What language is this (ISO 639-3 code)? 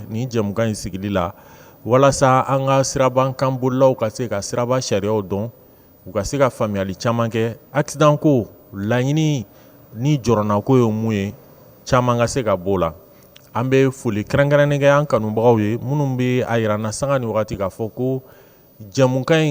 bam